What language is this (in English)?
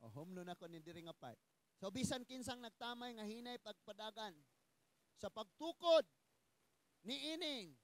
Cebuano